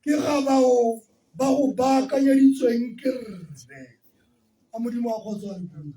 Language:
Tswana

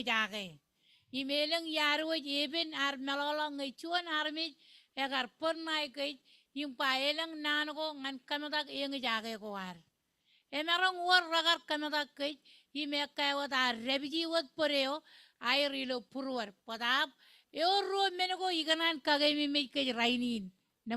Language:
Marshallese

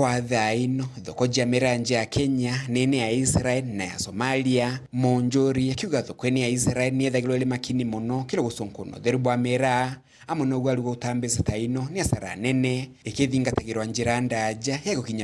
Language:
Meru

